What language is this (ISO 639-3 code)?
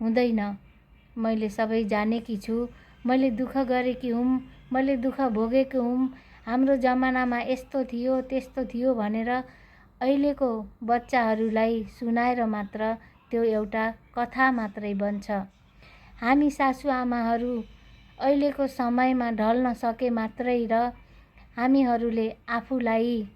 nep